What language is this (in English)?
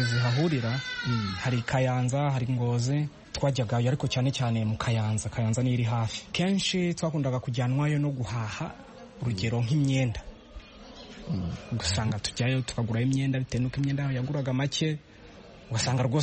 Kinyarwanda